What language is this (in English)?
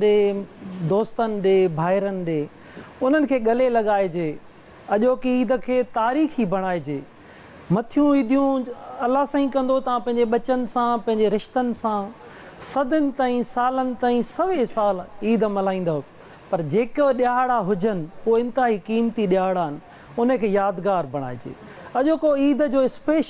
Sindhi